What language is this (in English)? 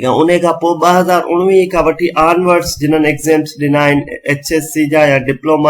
Sindhi